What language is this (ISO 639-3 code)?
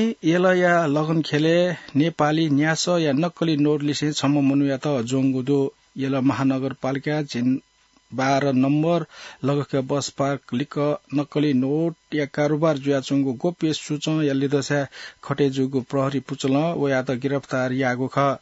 new